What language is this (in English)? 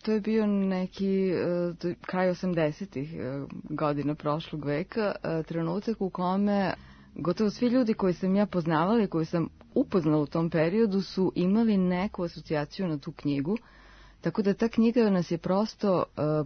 Serbian